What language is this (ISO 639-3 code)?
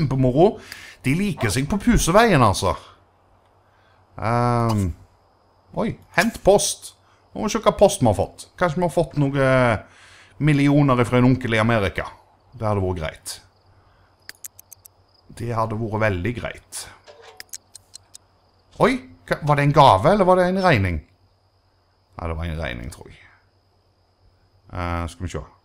nor